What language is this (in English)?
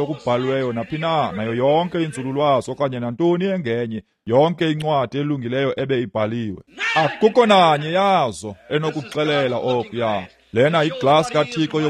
Xhosa